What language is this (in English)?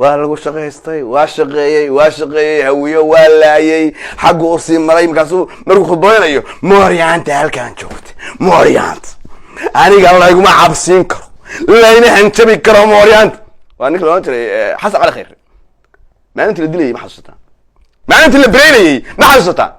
Somali